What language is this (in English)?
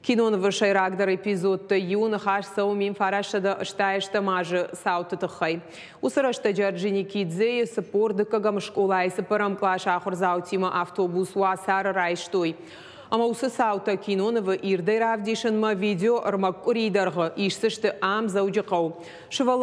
Ossetic